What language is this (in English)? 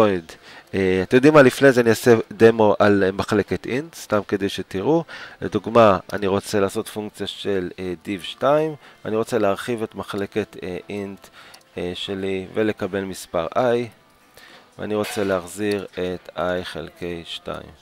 Hebrew